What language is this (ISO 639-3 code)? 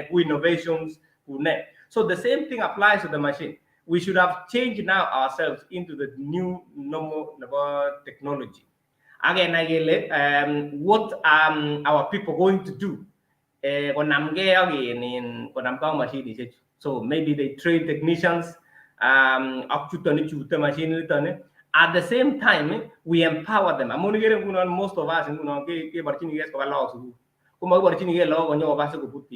kln